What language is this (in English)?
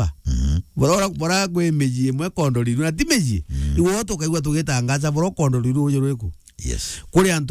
Meru